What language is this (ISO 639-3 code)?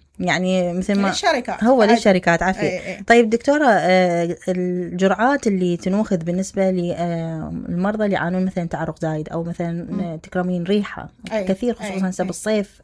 acm